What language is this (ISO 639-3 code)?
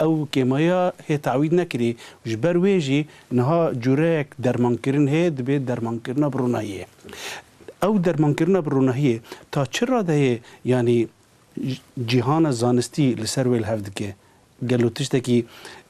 kur